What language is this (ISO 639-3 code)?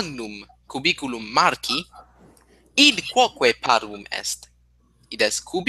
lat